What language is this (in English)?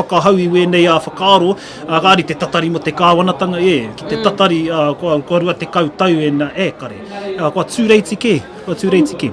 Māori